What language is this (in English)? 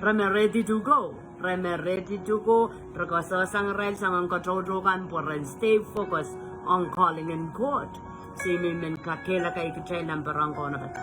Pohnpeian